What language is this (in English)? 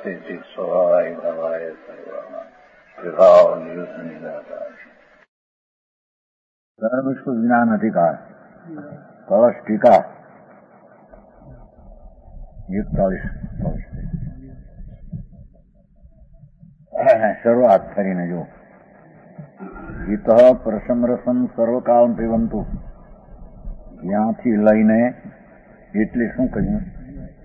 Gujarati